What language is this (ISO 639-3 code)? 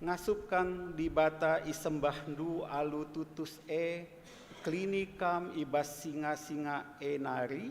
btx